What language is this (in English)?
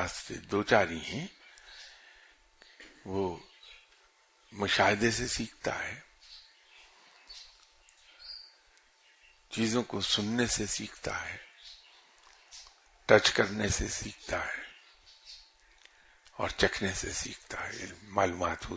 Urdu